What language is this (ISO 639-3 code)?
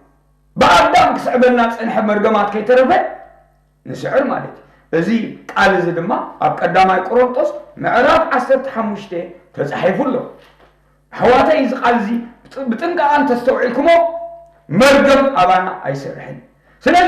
tir